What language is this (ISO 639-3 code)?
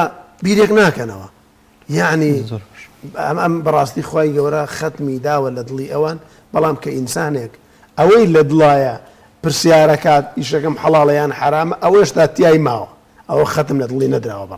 ckb